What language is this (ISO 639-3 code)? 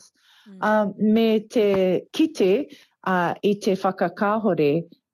mri